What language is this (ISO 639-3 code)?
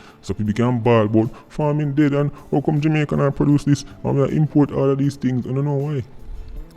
jam